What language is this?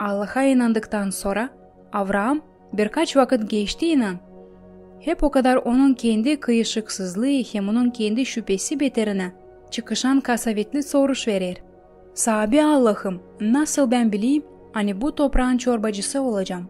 Gagauz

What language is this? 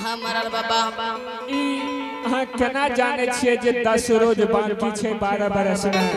Angika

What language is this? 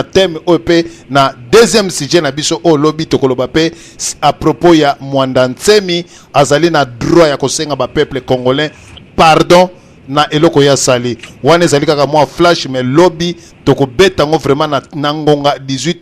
Lingala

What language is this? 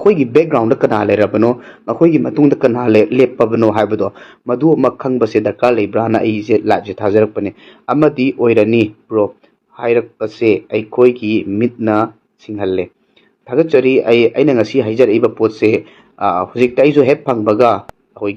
Manipuri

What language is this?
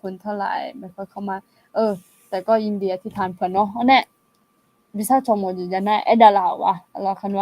Akha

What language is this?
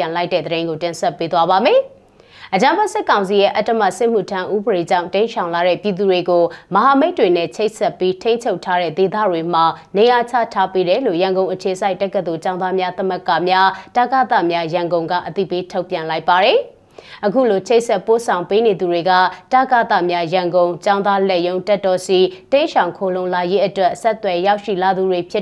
Burmese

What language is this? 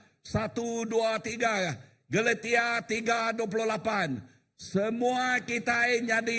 Iban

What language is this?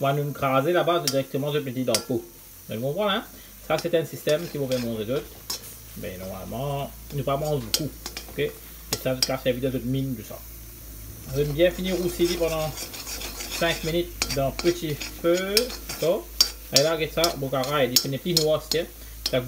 Morisyen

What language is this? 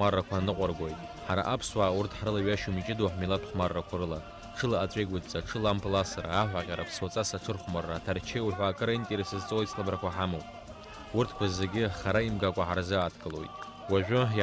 Abkhazian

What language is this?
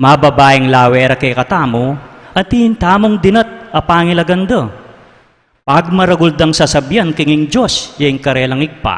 Pampanga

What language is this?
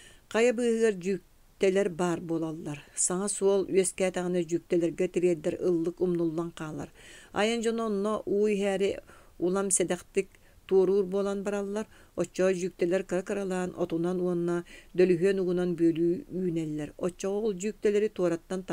Yakut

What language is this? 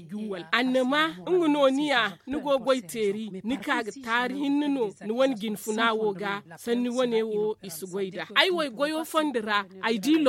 Zarma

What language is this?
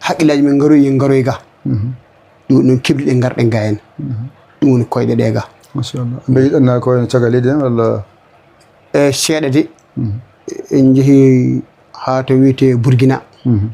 Fula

